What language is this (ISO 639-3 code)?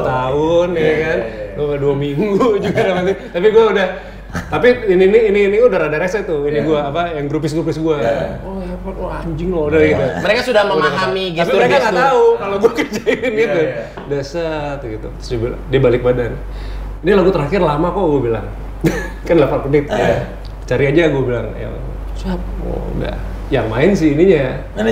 ind